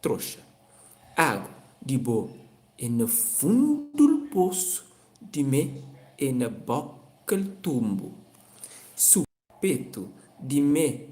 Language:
Kabuverdianu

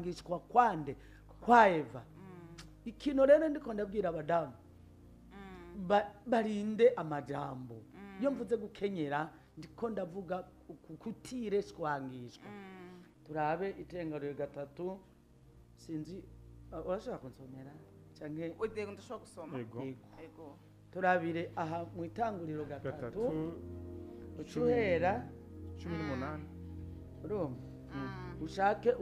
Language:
Rundi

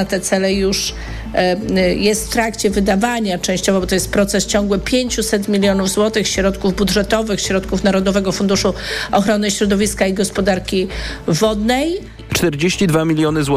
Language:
Polish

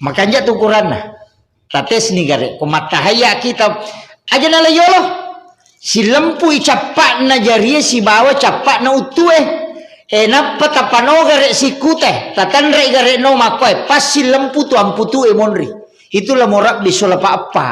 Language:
Buginese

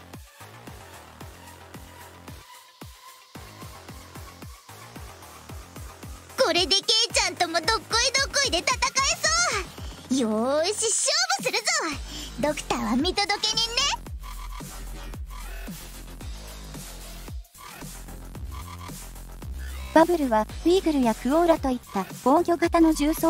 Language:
Japanese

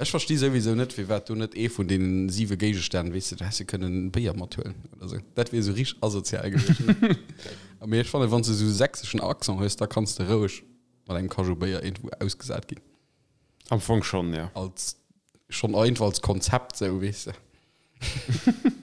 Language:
Luxembourgish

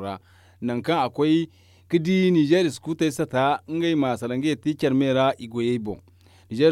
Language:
Zarma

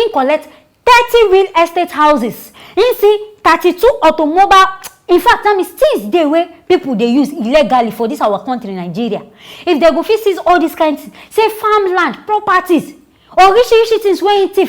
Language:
Nigerian Pidgin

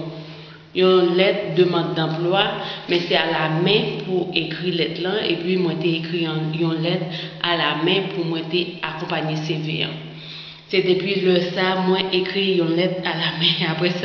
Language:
Haitian Creole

